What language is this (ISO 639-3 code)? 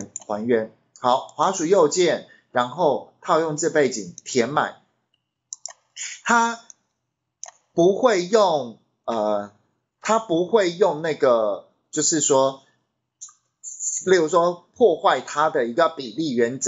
zho